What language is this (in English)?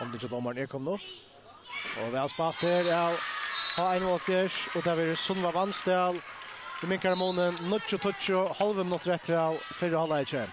Faroese